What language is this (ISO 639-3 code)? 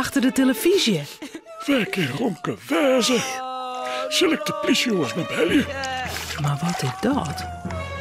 fry